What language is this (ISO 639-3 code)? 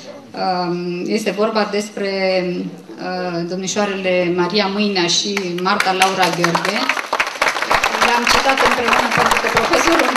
ron